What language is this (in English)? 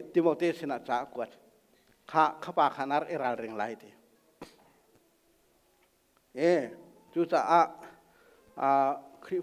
Thai